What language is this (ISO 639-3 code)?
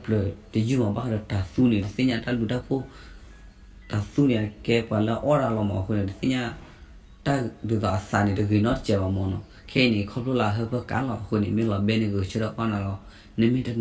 ksw